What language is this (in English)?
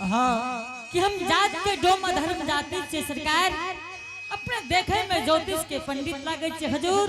Angika